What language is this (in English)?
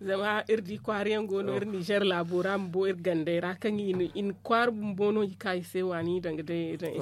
Zarma